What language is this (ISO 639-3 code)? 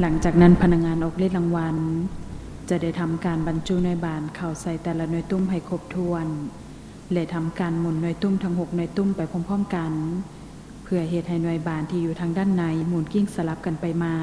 lao